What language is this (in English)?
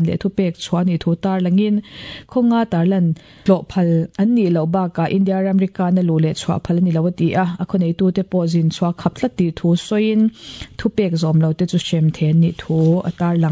Mizo